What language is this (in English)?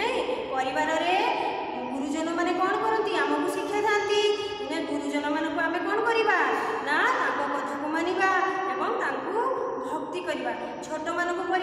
Odia